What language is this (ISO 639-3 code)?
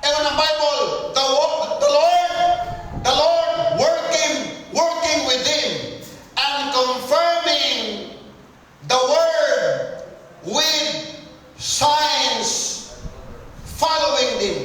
ceb